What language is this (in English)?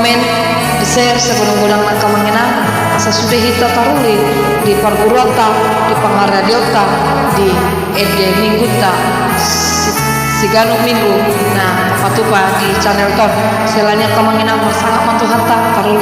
Batak Toba